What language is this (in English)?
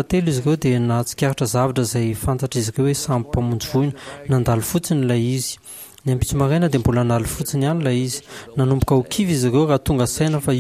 Malagasy